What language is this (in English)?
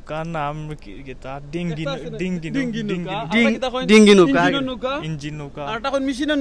Sylheti